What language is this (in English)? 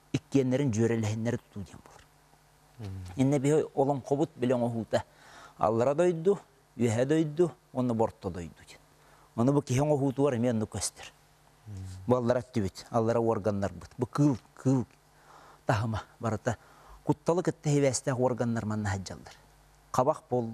Yakut